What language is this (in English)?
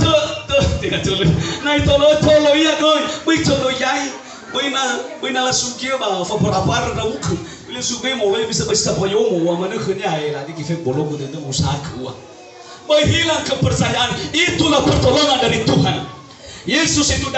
Nias